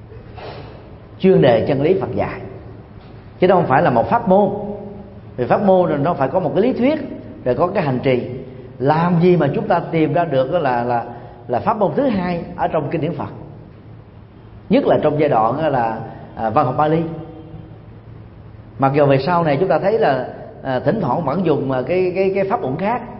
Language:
Vietnamese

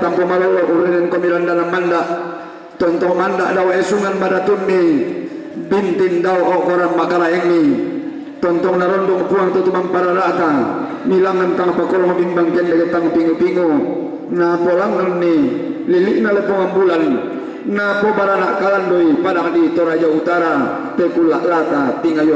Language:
Toraja-Sa'dan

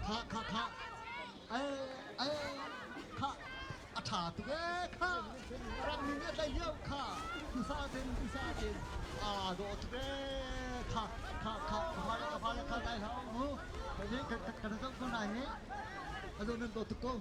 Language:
Hakha Chin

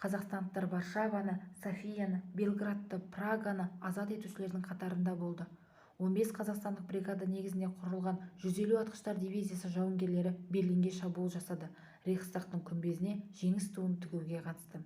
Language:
Kazakh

